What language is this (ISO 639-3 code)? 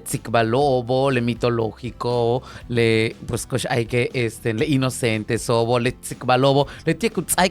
yua